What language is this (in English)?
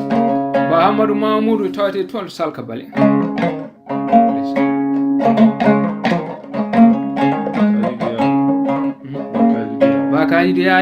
Fula